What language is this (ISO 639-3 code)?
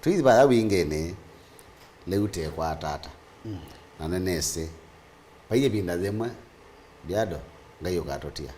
kam